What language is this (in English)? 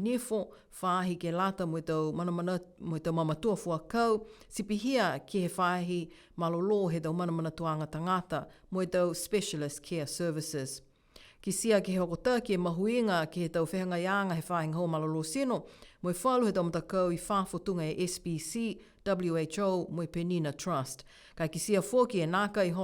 Niuean